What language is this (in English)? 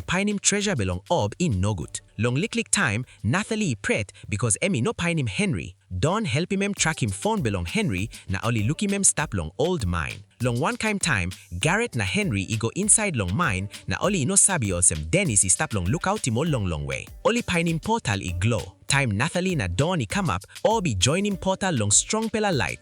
Tok Pisin